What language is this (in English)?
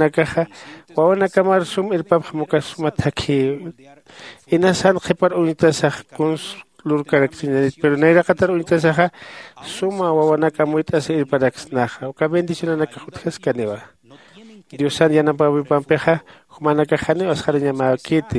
Aymara